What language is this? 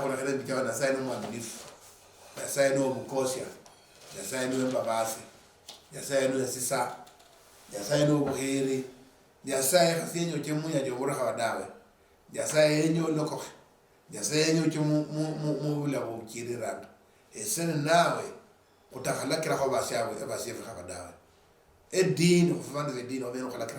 Luyia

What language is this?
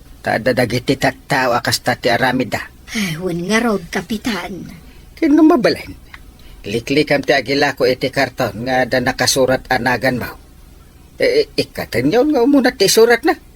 Iloko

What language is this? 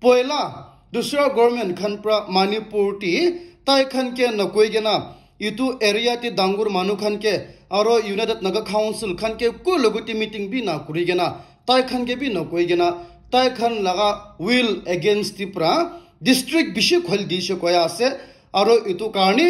Naga Pidgin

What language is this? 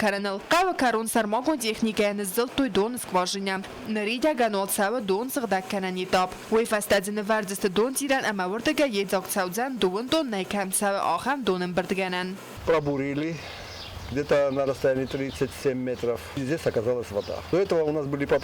Ossetic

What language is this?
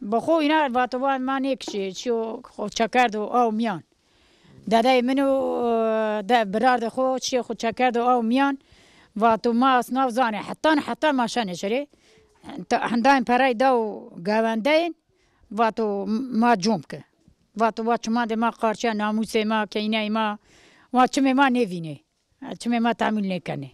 Zaza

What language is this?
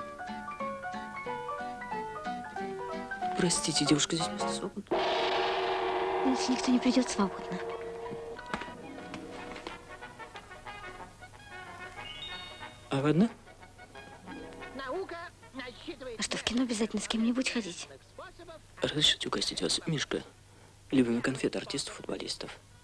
Russian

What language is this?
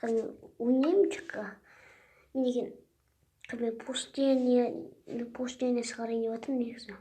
Kazakh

